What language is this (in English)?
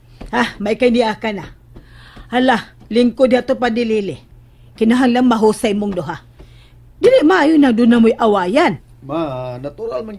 Cebuano